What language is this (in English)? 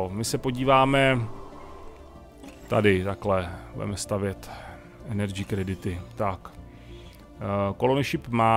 Czech